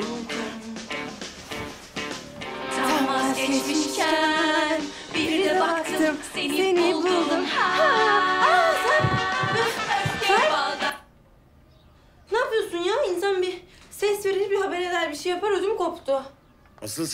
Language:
Turkish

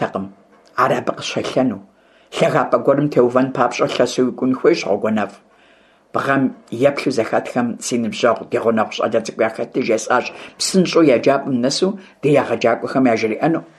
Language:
Kabardian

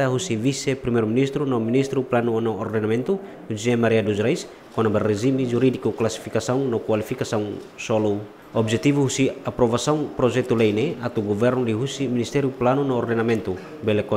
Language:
Tetum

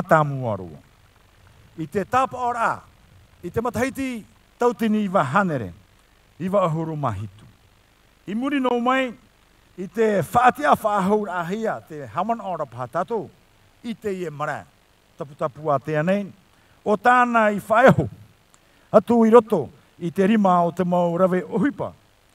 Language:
Tahitian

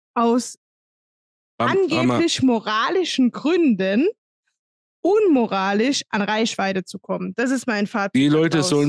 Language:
German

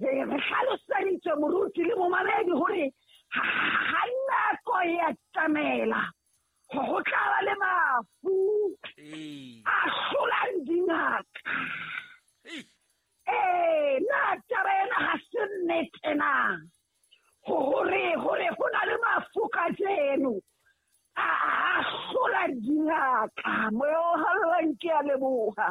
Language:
Southern Sotho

